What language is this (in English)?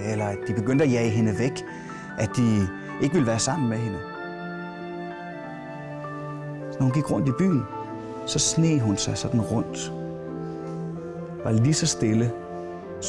Danish